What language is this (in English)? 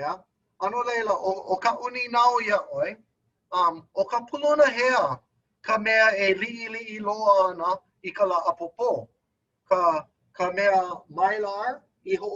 Hawaiian